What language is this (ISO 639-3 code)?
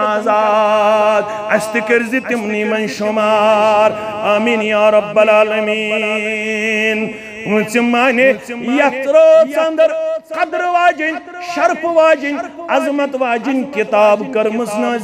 kas